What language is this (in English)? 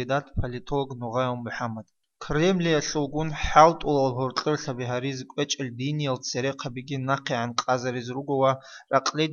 Avaric